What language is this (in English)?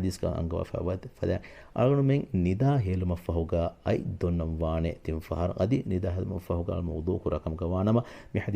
Divehi